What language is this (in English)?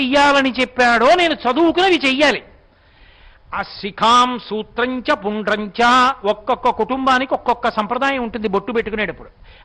Telugu